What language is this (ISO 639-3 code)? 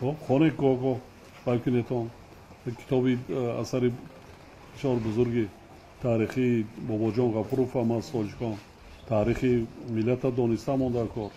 tgk